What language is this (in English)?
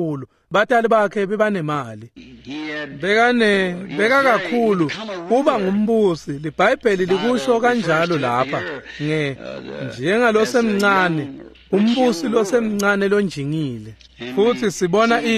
Swati